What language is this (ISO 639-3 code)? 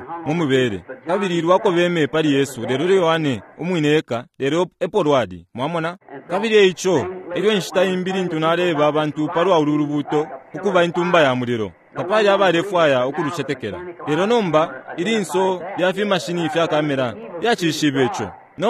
bem